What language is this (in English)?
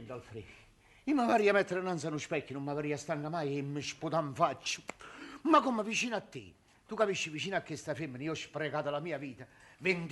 Neapolitan